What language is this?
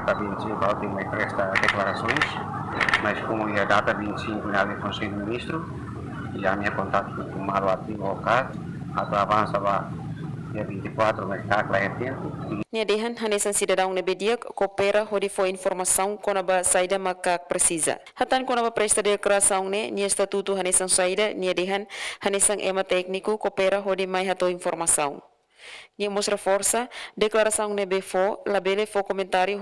Tetum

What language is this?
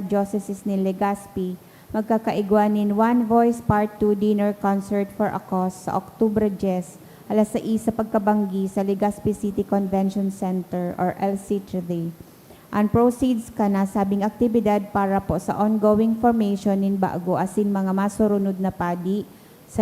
Bikol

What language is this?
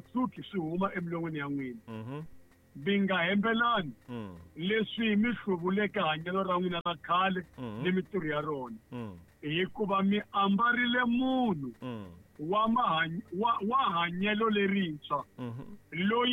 Tsonga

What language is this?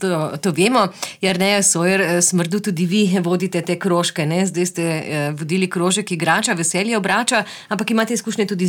Slovenian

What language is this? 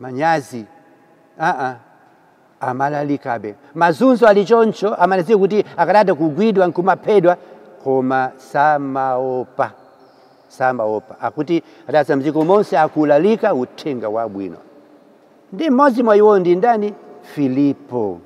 Nyanja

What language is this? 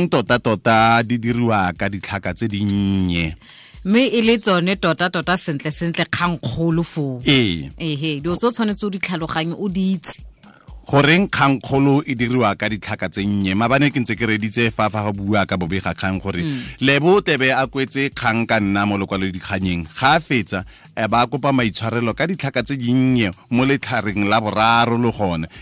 Tswana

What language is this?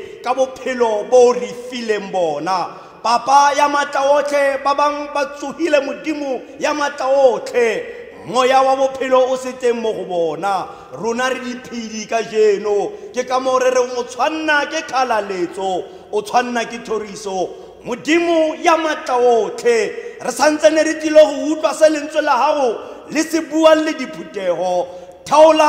Tswana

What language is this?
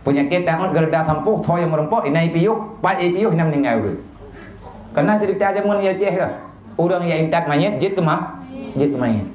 Achinese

